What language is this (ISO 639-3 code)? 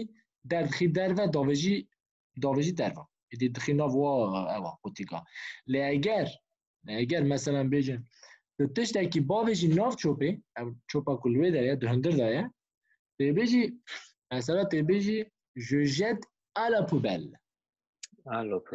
kur